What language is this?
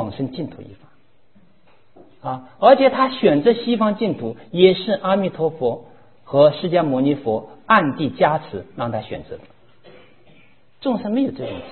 Chinese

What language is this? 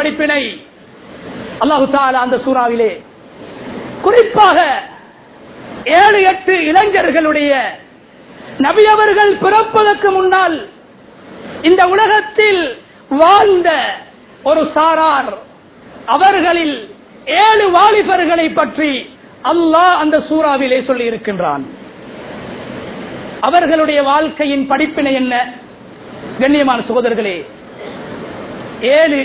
Tamil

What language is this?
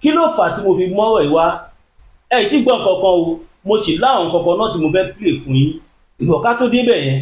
Yoruba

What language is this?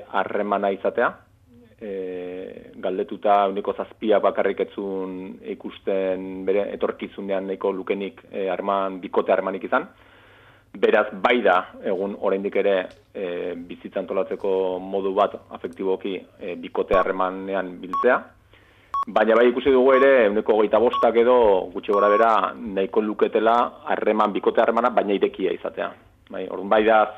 Basque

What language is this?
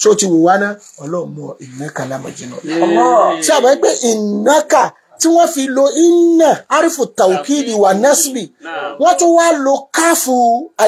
Yoruba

